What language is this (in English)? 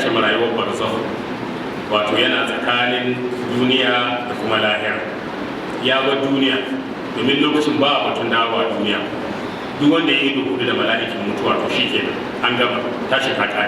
Hausa